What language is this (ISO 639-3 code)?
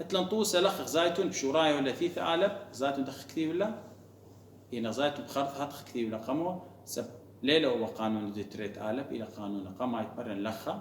aii